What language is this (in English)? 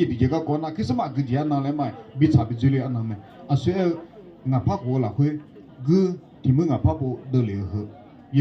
Akha